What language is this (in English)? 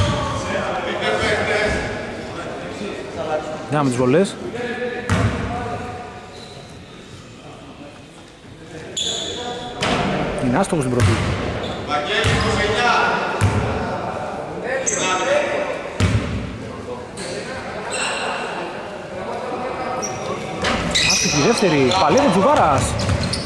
Greek